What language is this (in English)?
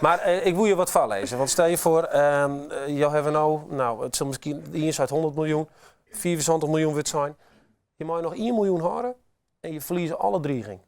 Western Frisian